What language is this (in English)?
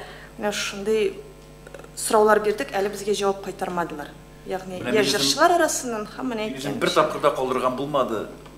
Tatar